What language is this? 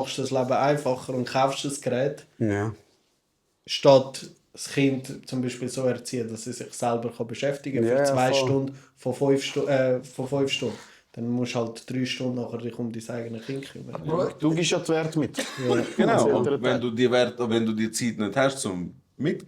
Swiss German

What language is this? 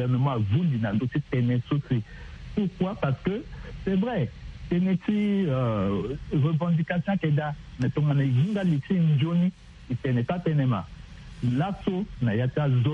Sango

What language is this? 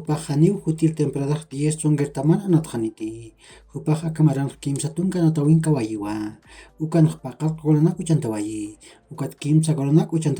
Aymara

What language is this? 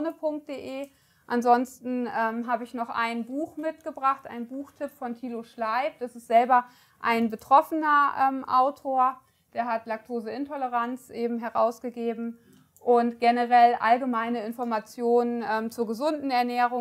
German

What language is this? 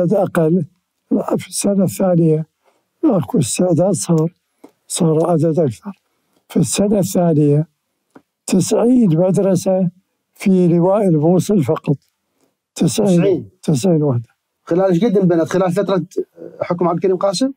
Mesopotamian Arabic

